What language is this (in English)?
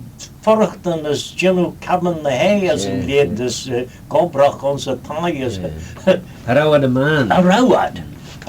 Manx